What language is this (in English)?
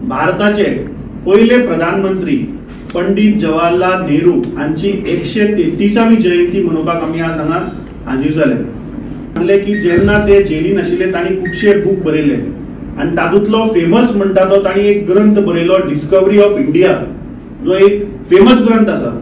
Konkani